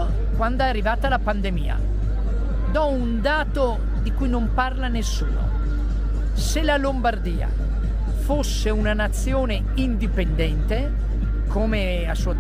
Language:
Italian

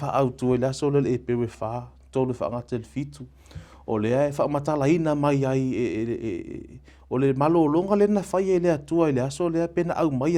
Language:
Samoan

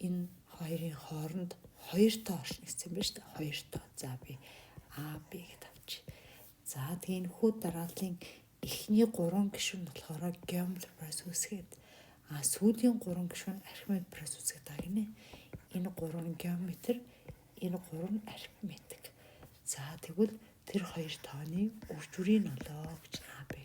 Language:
Mongolian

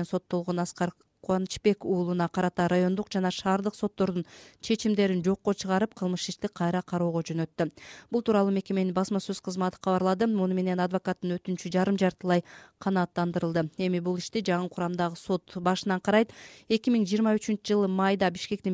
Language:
Kyrgyz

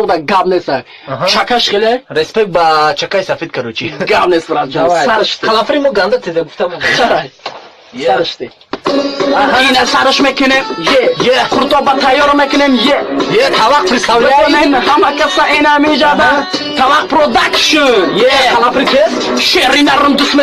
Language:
Tajik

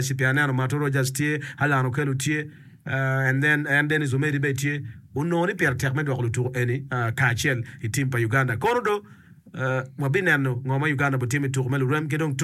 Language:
Acoli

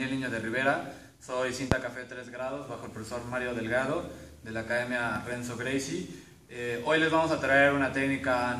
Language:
Spanish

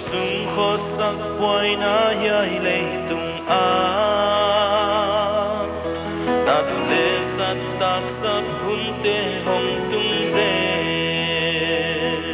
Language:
Paite Chin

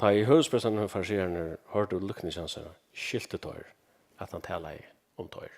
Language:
Faroese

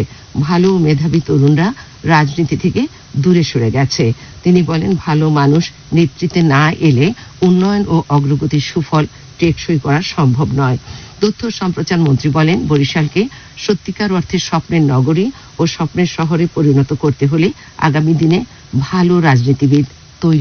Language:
Bangla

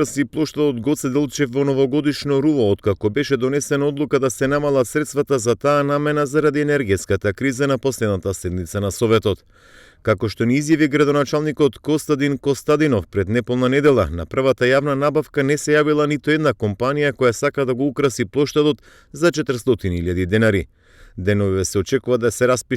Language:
Macedonian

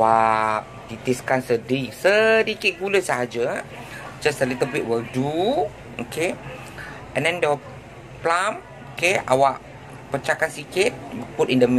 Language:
Malay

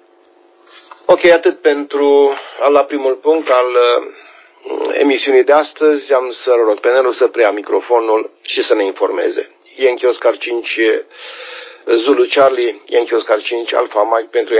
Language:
Romanian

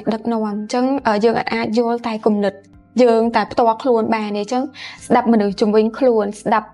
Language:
Khmer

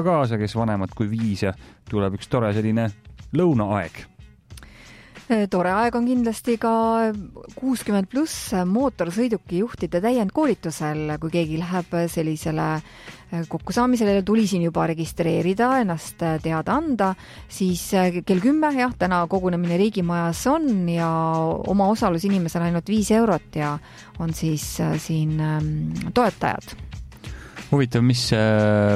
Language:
Estonian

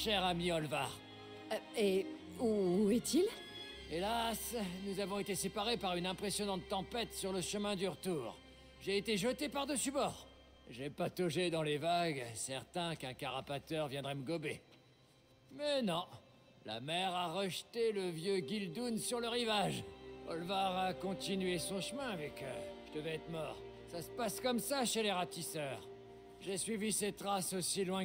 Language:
French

